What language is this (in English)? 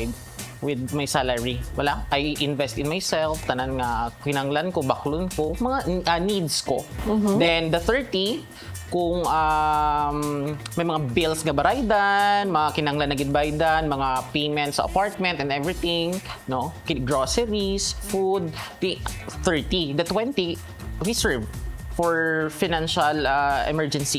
Hiligaynon